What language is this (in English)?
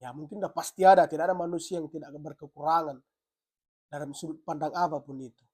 Batak Karo